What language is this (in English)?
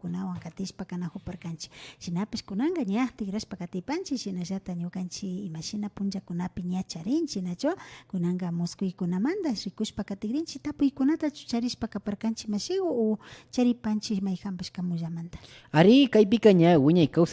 Imbabura Highland Quichua